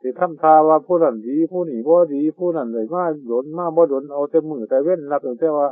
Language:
Northeastern Thai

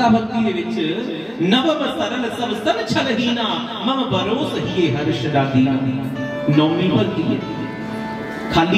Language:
Dogri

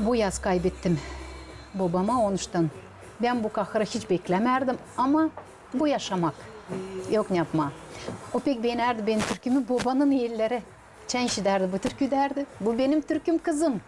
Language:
Gagauz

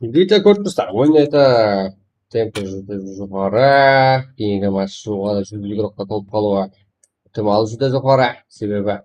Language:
Kara-Kalpak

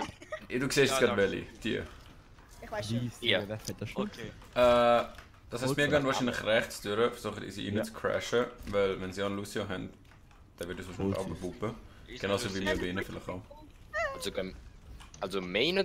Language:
Swiss German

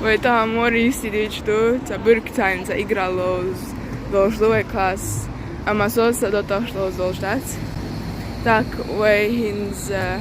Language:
Chechen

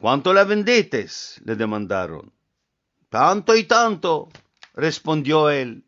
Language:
Ladino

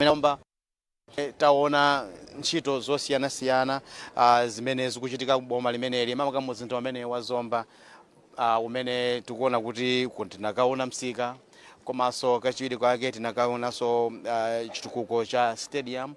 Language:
Nyanja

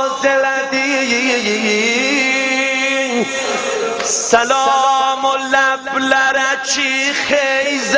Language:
South Azerbaijani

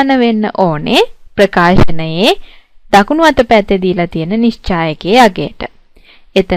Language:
Sinhala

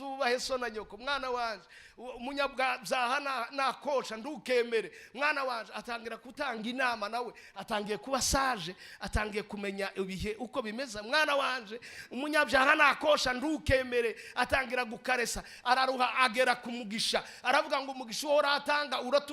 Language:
Rundi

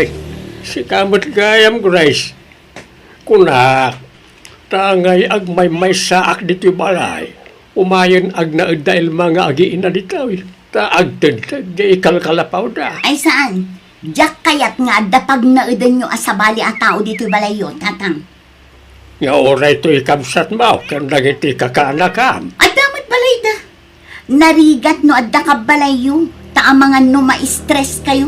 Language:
Iloko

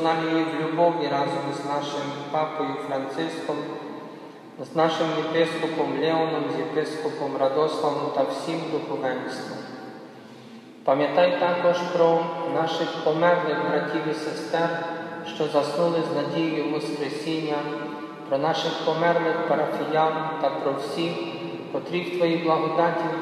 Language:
Ukrainian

